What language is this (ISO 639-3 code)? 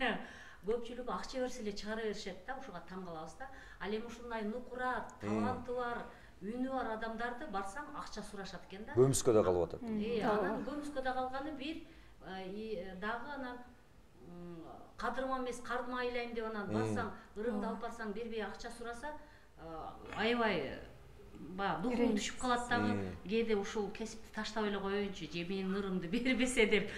kir